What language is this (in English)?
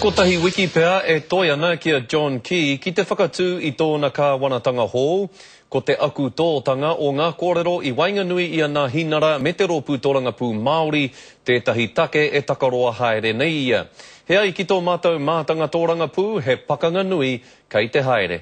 Māori